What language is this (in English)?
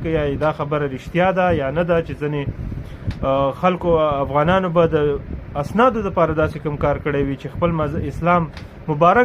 Pashto